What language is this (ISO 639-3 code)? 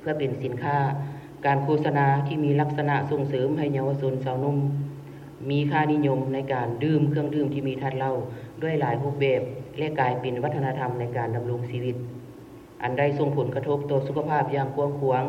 lao